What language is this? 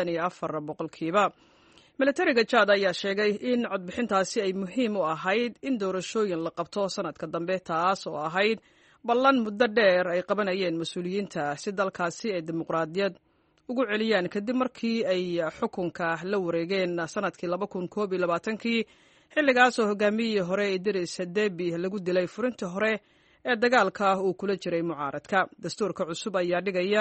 Somali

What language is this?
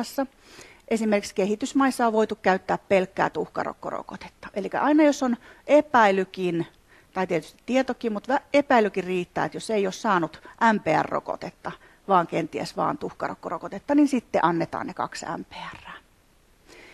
Finnish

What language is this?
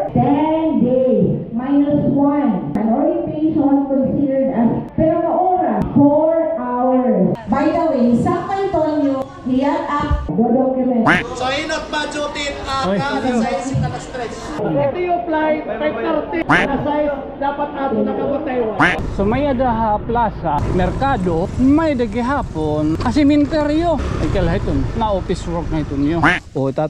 Waray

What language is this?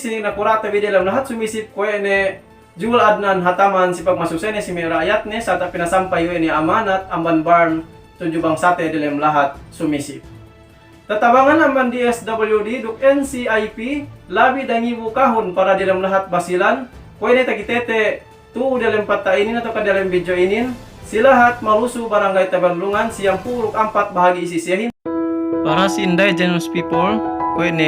Yakan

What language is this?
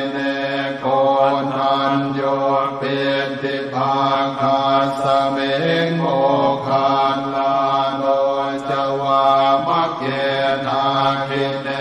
Pali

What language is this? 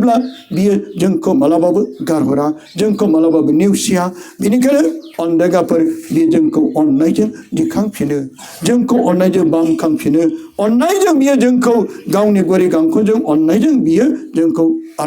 Bodo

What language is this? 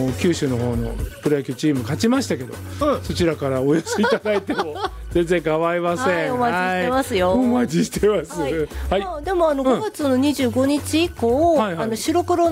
Japanese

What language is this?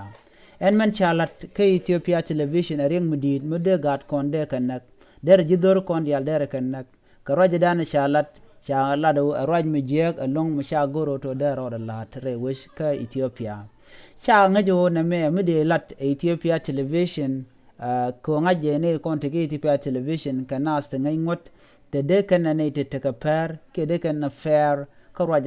Nuer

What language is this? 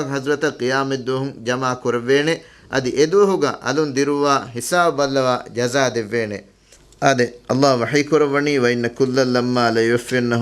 Divehi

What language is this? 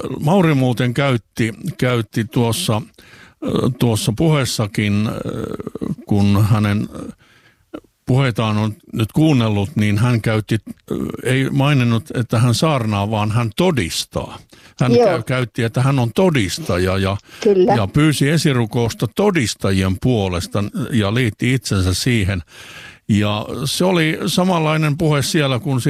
Finnish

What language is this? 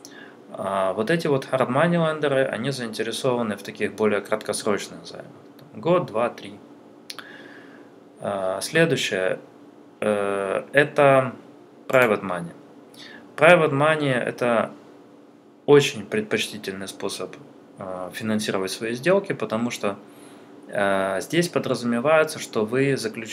Russian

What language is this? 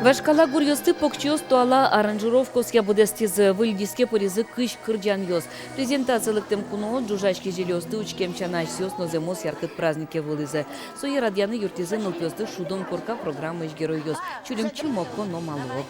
Udmurt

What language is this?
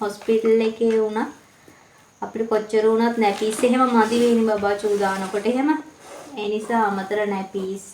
Sinhala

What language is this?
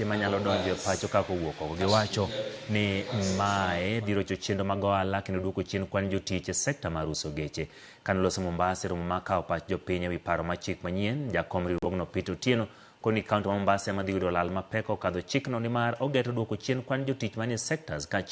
Luo (Kenya and Tanzania)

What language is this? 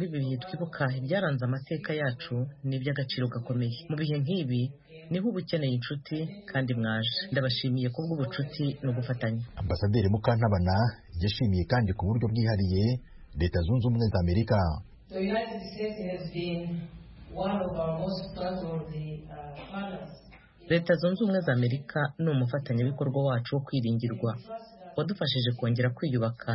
Kinyarwanda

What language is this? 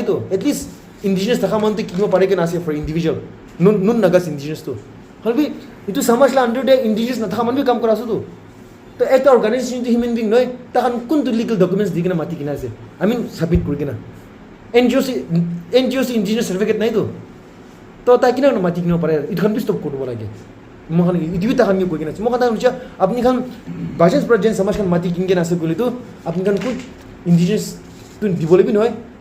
Naga Pidgin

